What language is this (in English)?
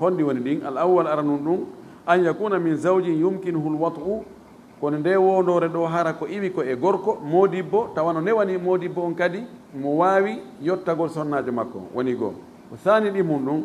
Fula